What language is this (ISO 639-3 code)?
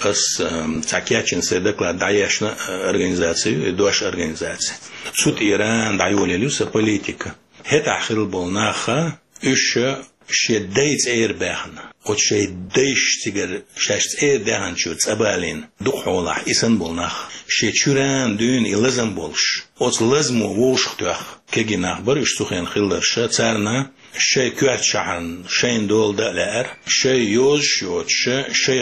che